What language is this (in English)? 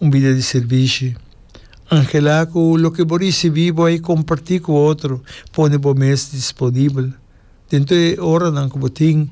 Papiamento